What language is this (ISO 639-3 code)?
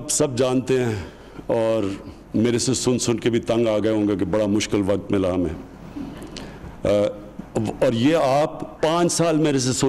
urd